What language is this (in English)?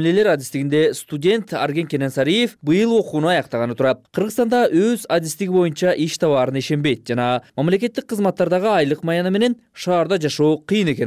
Kyrgyz